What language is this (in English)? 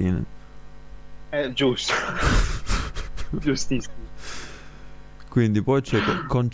Italian